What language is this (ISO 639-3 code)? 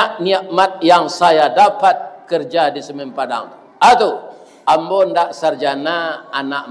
min